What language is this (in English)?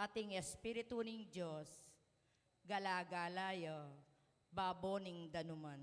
Pampanga